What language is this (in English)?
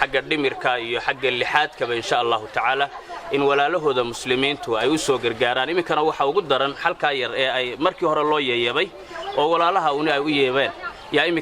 Somali